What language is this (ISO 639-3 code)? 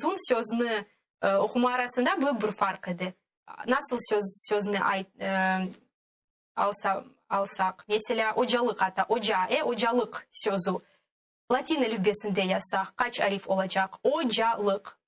crh